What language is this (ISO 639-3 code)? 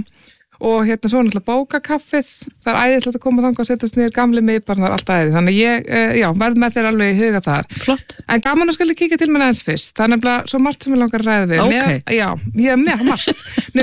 isl